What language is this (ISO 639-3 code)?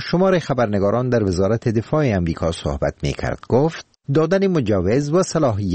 fas